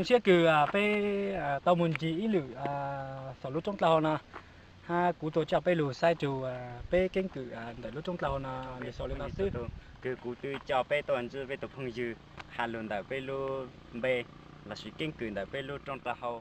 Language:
Hmong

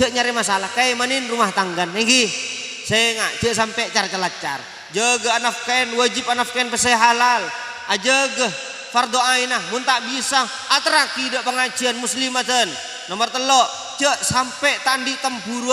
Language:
Madurese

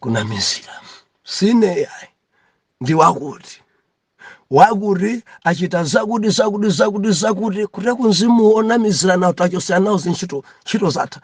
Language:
Nyanja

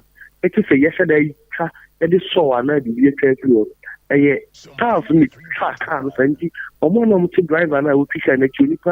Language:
Akan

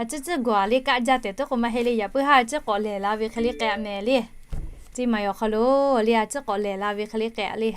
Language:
Lahu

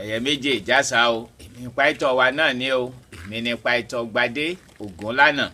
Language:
Yoruba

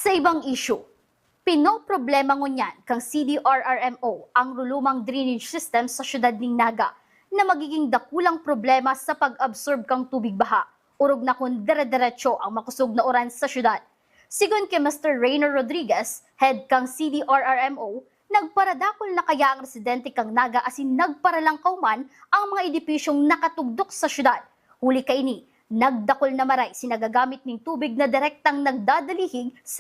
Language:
Bikol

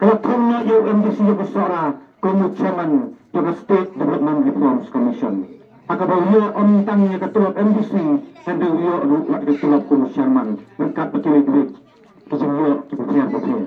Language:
Khasi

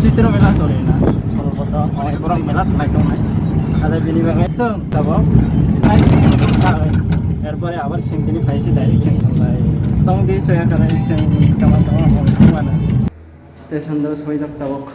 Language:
Kok Borok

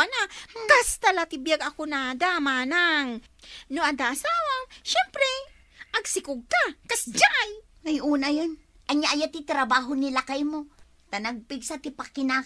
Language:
Iloko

